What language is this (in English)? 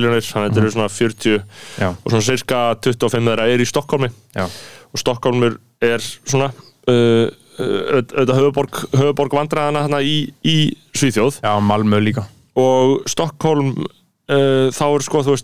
Icelandic